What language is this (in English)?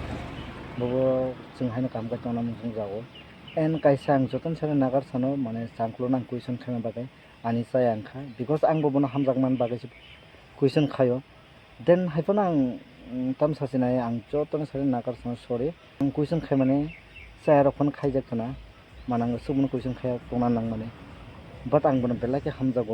Kok Borok